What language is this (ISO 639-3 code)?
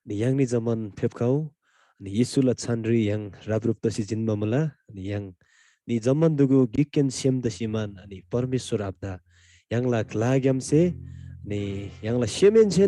taj